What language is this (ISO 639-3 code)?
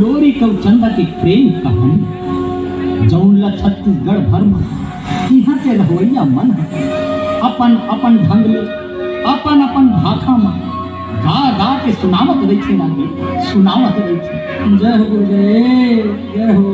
hne